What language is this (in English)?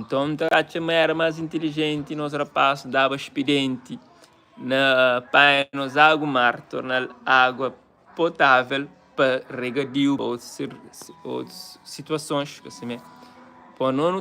Kabuverdianu